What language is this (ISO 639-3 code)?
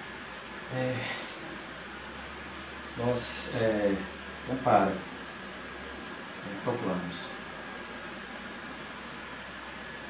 por